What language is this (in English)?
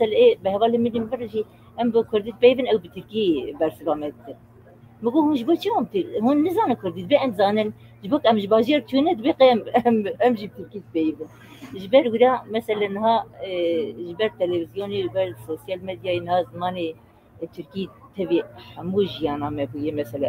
Kurdish